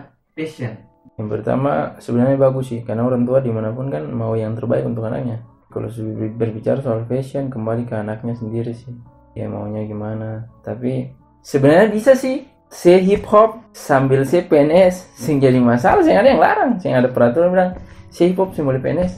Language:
Ambonese Malay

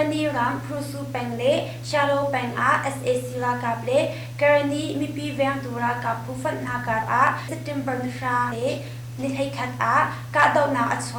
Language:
Hakha Chin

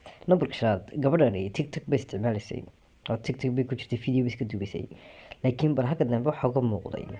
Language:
Somali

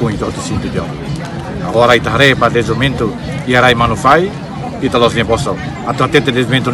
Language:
Tetum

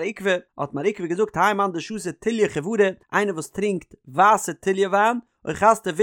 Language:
Yiddish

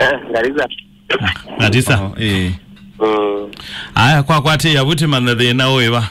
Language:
Kamba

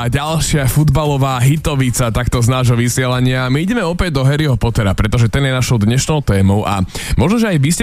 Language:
Slovak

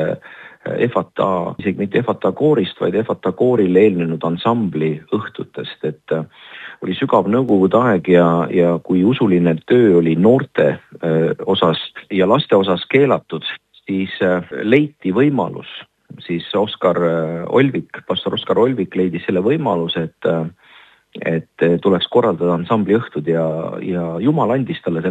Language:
Estonian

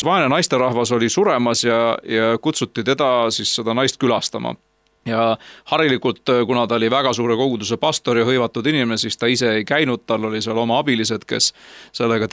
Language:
Estonian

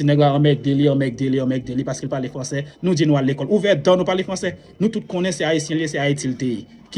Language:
Haitian Creole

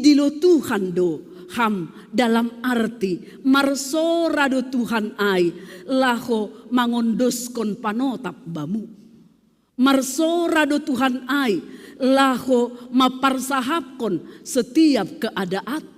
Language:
Batak Simalungun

